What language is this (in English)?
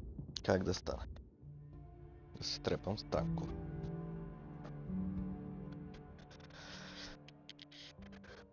Bulgarian